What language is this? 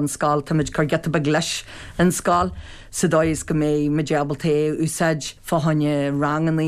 Irish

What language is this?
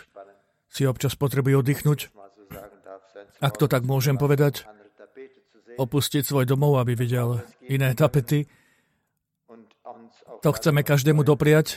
Slovak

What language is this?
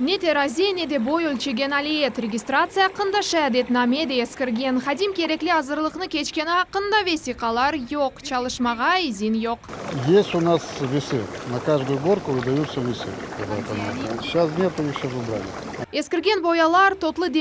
Crimean Tatar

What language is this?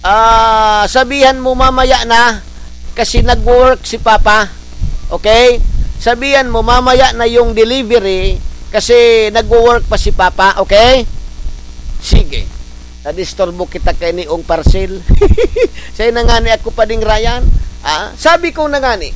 Bikol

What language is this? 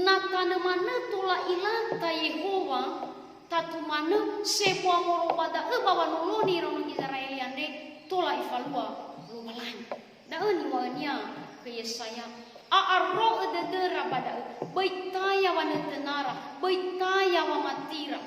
Nias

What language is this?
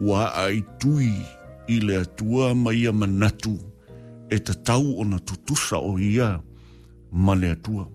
Samoan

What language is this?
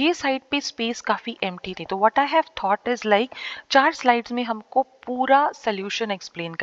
Hindi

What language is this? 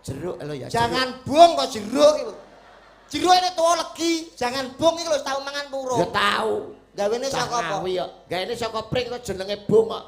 Javanese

